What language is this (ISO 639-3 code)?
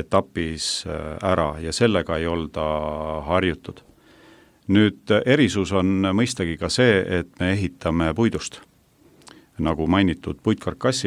est